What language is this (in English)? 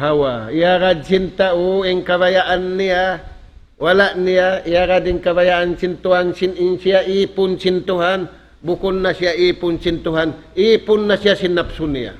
Tausug